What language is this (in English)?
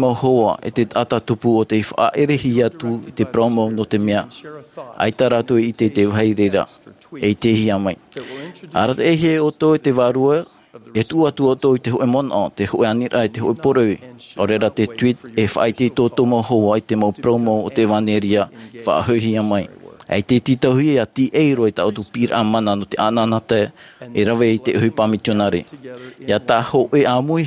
Tahitian